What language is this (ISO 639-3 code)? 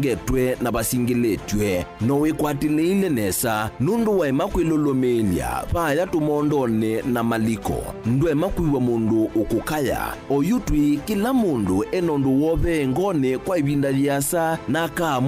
kam